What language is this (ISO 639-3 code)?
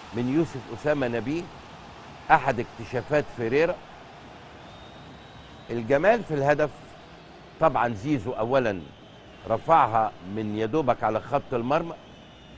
arz